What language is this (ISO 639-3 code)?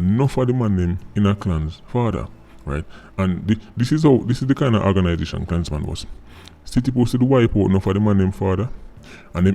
jam